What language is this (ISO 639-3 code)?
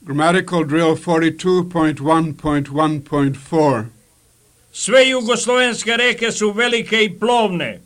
srp